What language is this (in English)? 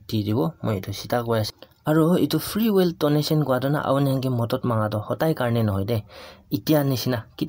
Naga Pidgin